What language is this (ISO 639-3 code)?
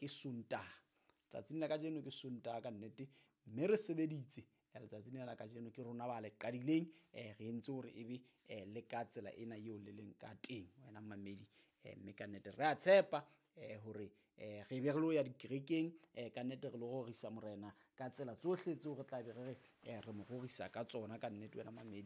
sot